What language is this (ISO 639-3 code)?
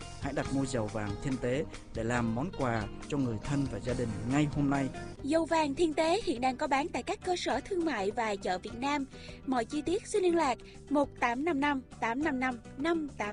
vie